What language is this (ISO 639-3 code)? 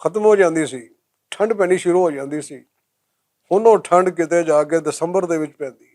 lah